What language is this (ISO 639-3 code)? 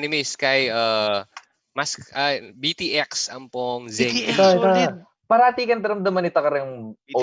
pam